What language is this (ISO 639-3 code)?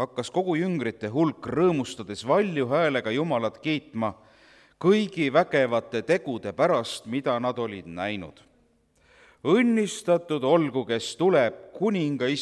est